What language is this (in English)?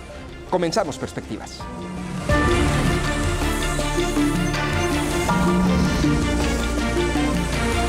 Spanish